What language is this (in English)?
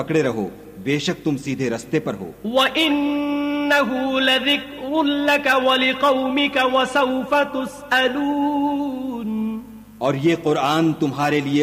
Urdu